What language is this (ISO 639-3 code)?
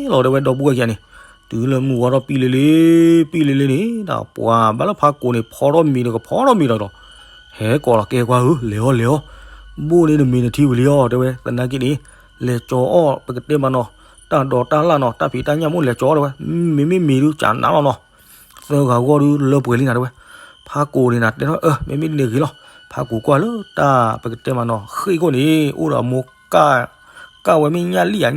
ksw